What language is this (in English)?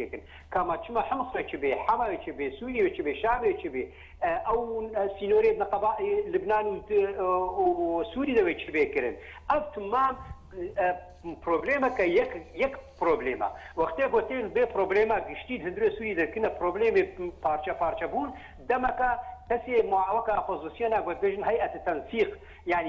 Kurdish